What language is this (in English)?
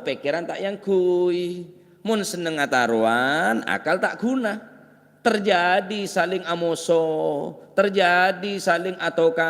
Madurese